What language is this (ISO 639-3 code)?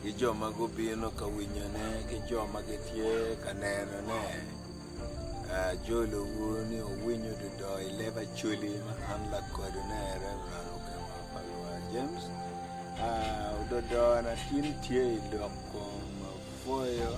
ach